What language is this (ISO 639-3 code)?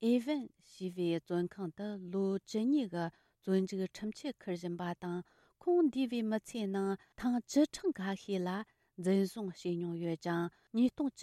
bod